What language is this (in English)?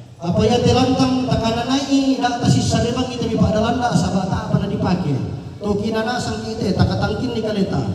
Toraja-Sa'dan